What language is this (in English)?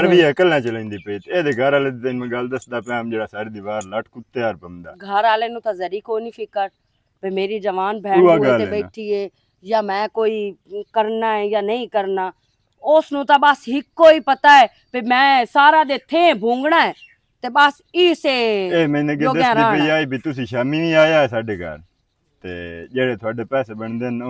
Western Panjabi